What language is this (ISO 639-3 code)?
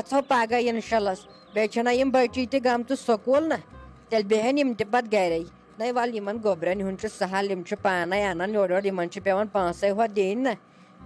kas